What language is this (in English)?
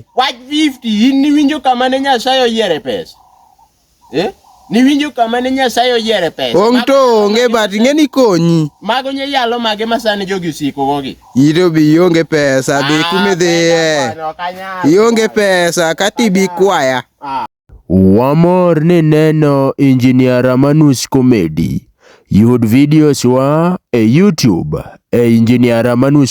Luo (Kenya and Tanzania)